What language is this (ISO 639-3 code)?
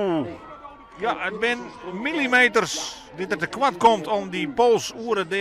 fry